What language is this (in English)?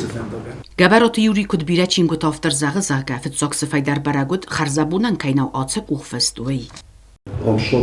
Ossetic